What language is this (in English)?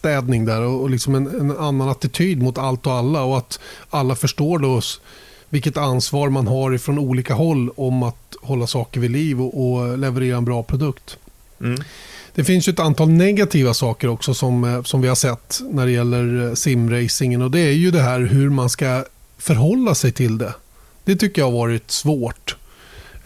Swedish